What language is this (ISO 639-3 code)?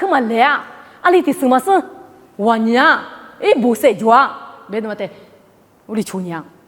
lis